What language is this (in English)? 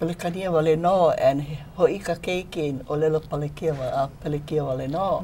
Hawaiian